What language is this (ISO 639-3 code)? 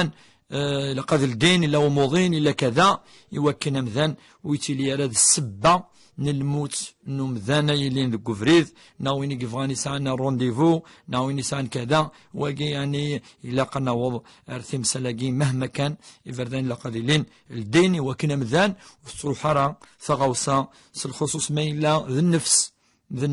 kab